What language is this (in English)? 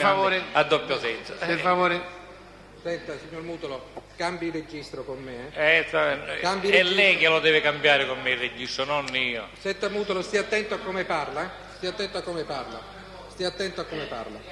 Italian